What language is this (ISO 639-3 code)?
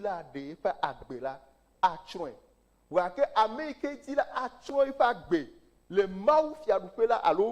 ewe